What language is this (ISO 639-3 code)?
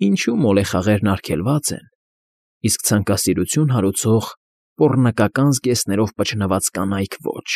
hye